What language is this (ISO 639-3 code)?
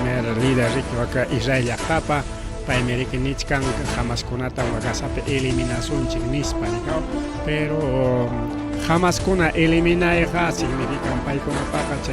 quy